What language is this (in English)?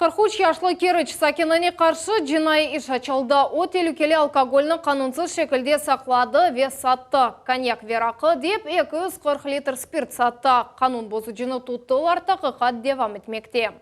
Crimean Tatar